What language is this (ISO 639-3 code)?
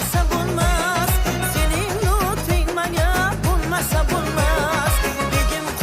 kaa